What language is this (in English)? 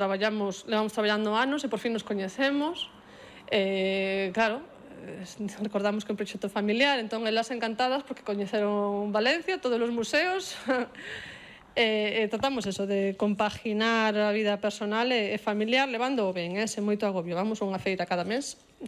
Galician